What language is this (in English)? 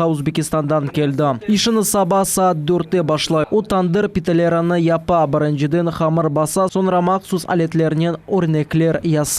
Crimean Tatar